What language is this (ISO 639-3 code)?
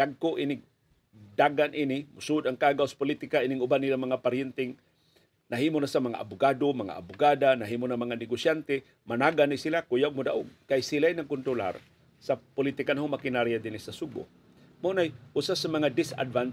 ceb